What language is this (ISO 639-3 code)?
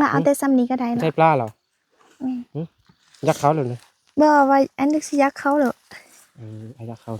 lao